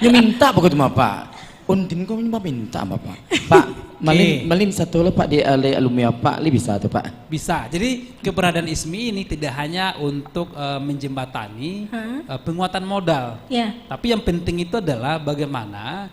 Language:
Minangkabau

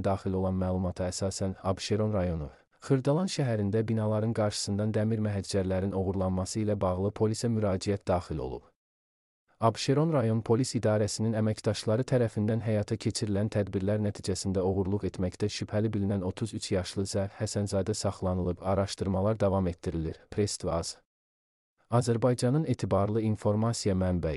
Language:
Azerbaijani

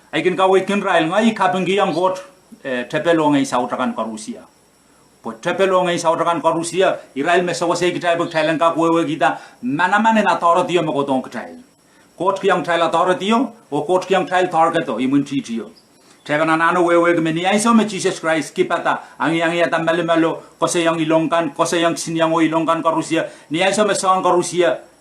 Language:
Pohnpeian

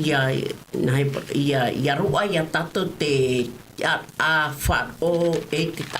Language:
Tahitian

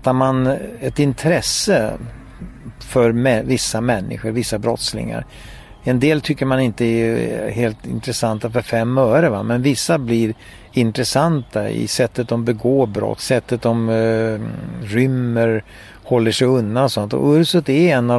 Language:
Swedish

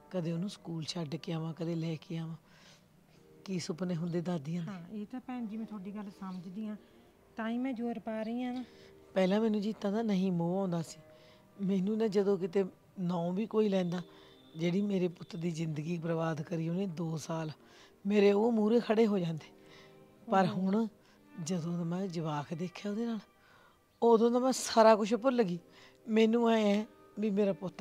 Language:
Punjabi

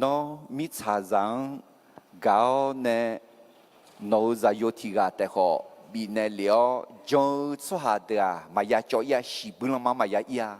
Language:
Akha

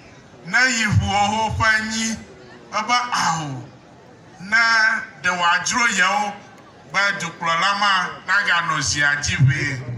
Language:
Ewe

